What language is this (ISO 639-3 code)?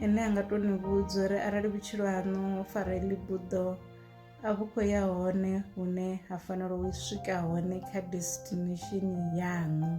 ven